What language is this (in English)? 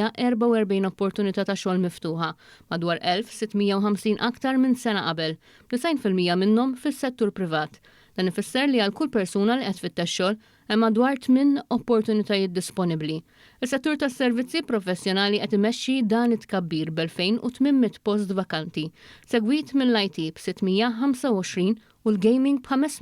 Maltese